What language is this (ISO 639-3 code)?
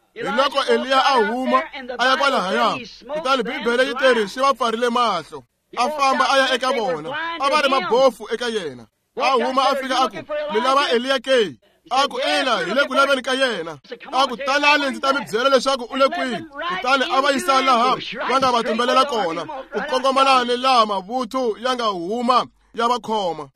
tso